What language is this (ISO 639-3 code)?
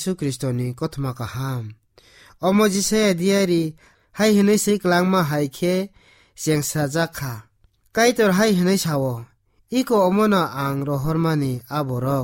trp